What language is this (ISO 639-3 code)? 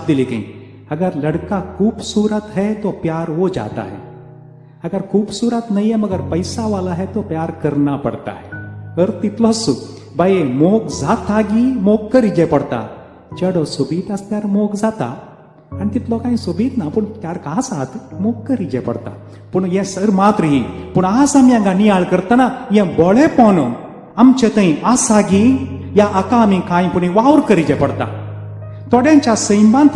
kok